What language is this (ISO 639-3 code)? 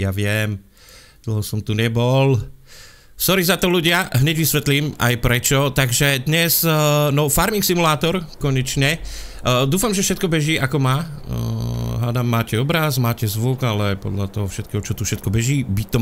slk